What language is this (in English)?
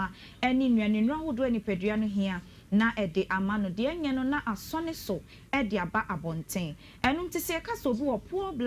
Akan